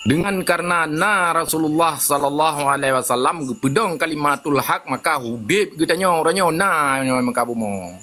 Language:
Achinese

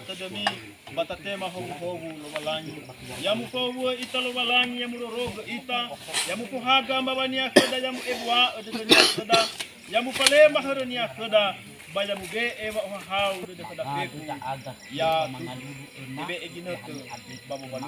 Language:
Nias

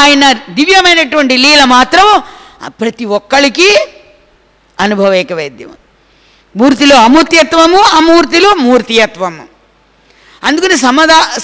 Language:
Telugu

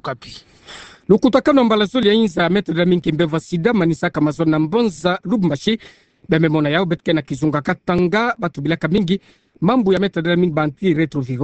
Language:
Kituba (Democratic Republic of Congo)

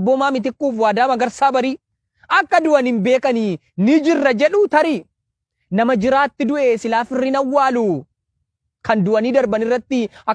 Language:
Oromo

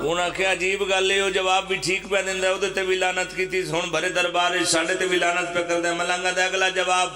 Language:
Pahari-Potwari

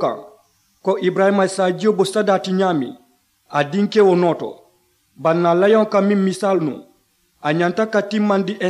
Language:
Mandingo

